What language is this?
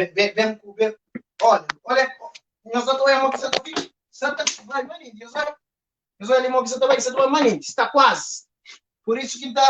Kabuverdianu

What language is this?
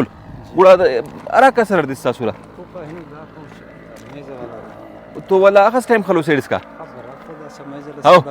Brahui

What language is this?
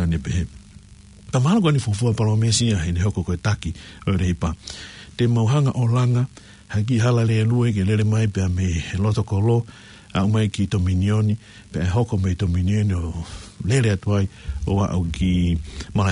Tongan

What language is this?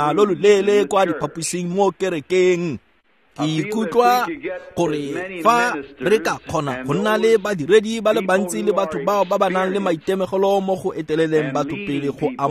Tswana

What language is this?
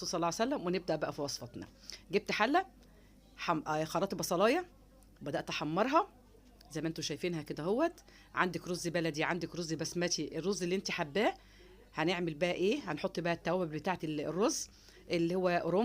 Egyptian Arabic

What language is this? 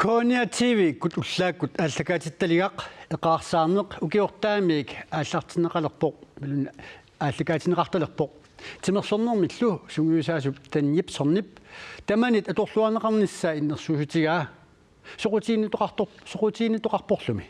Kalaallisut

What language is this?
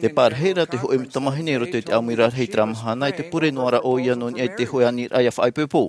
Tahitian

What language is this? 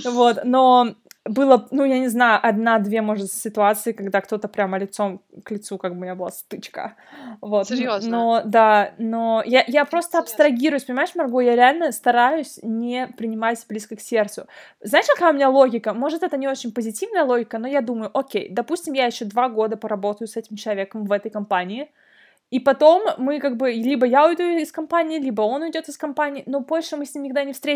Russian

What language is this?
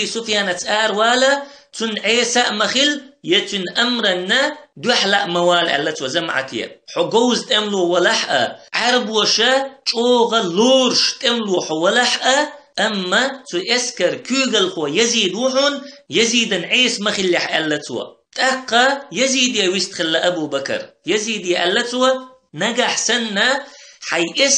Chechen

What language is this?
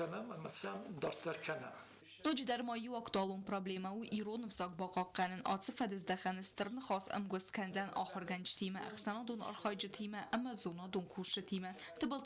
Ossetic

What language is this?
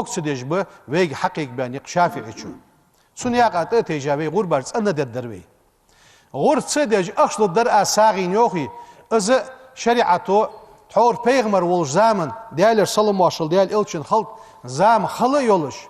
Ingush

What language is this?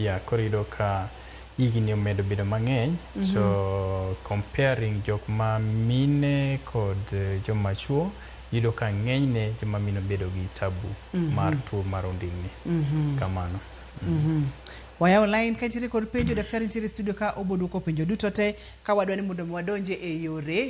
Luo (Kenya and Tanzania)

